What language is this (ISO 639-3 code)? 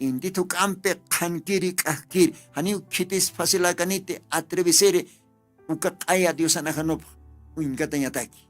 aym